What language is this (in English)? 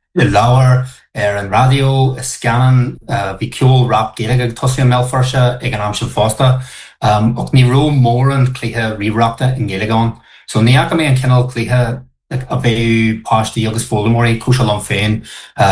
Irish